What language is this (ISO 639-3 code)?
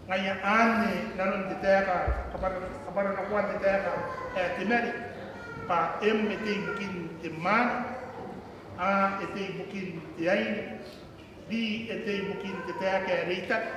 gil